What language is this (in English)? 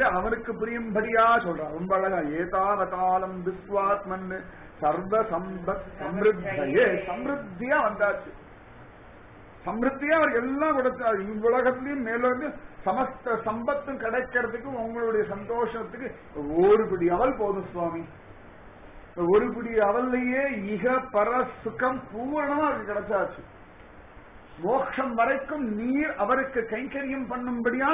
Tamil